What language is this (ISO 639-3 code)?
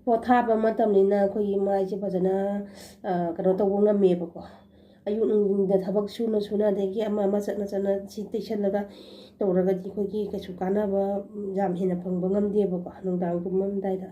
mni